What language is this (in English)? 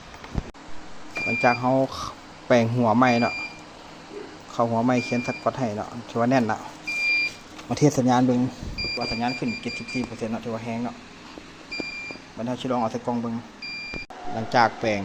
Lao